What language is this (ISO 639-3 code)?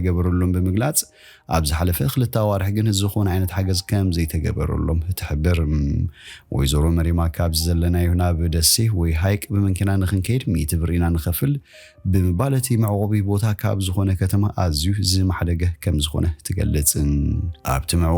tir